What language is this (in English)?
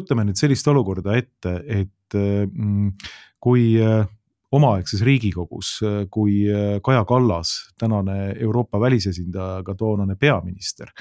Estonian